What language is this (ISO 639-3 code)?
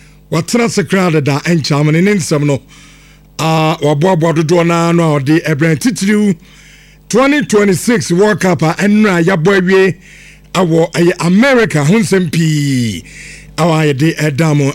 aka